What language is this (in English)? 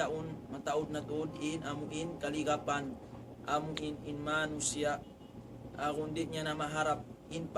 Tausug